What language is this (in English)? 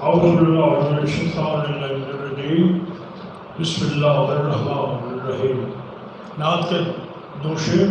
Saraiki